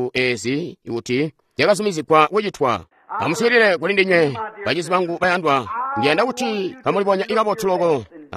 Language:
Tonga (Zambia)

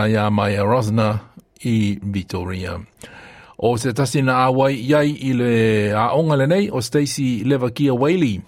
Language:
Samoan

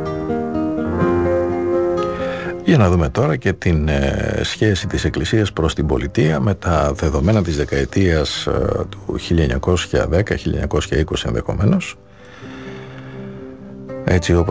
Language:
Greek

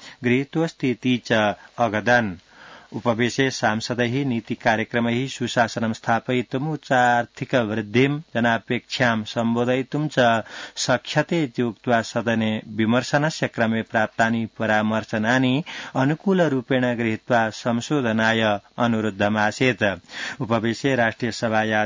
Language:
Sanskrit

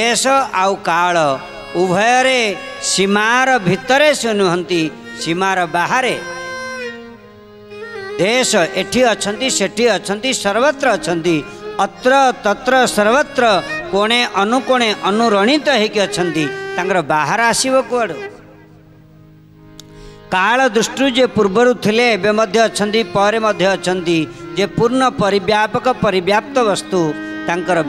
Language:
Odia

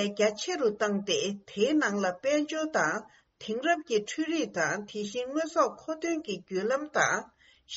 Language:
Tibetan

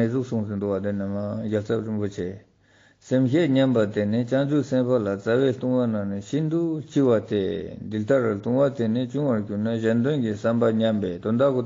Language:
Ladakhi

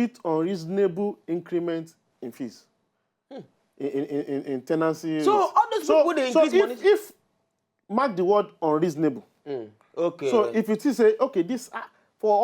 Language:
Nigerian Pidgin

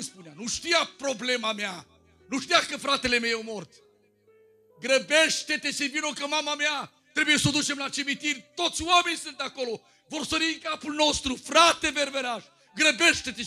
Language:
Romanian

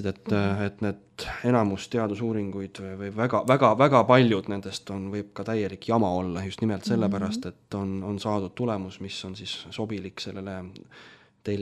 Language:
Estonian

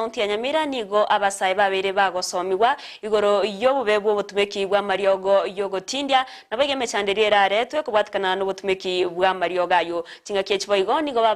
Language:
Gusii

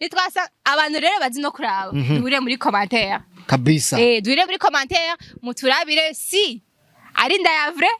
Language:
Rundi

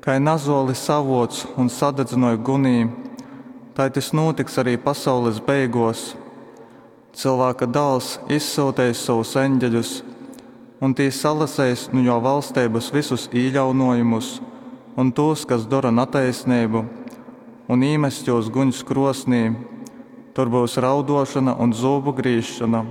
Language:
Latgalian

